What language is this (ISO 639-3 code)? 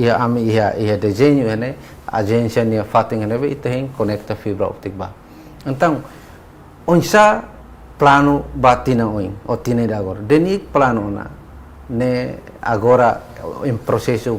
tet